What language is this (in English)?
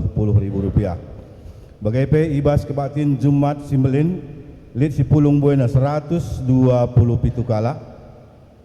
Batak Karo